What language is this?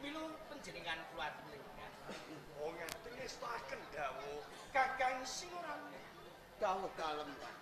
Javanese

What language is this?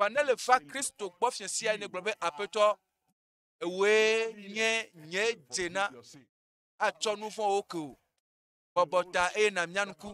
Ewe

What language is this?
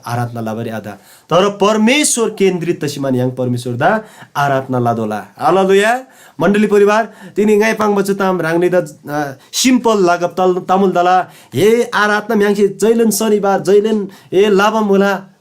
Eastern Tamang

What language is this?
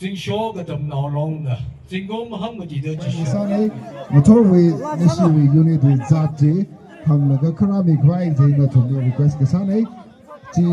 Tangkhul Naga (India)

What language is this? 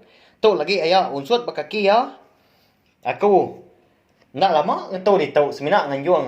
Iban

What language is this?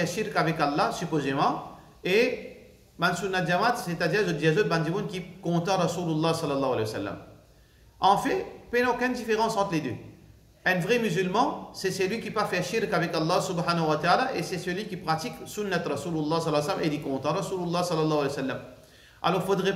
Morisyen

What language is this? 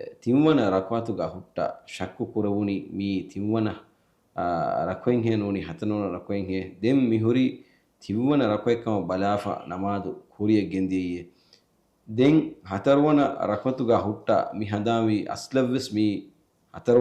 Divehi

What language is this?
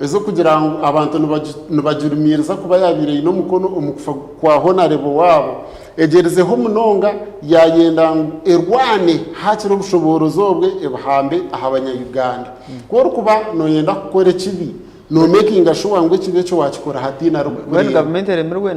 Nyankole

